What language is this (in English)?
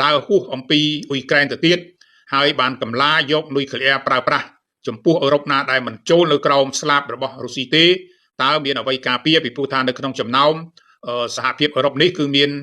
Khmer